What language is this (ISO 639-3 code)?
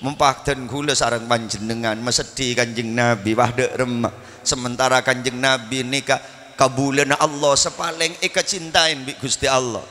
mad